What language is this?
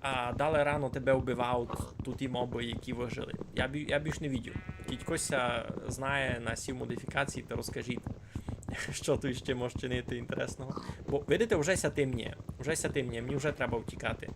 Rusyn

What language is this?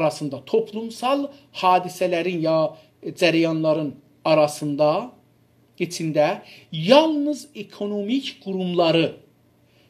South Azerbaijani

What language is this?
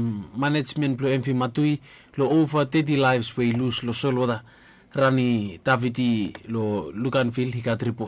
Bislama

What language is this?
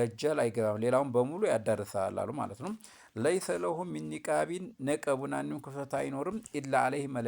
Amharic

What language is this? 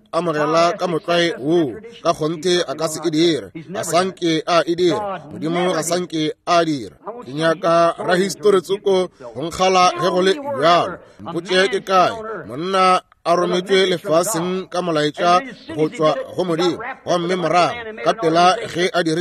Northern Sotho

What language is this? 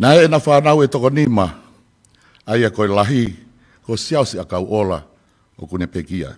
Tongan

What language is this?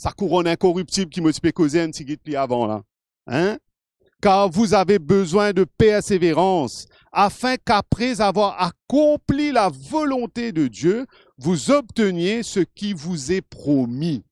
Morisyen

